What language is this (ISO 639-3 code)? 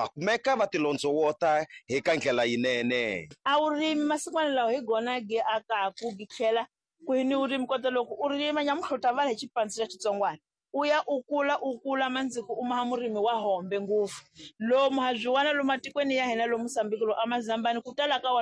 tso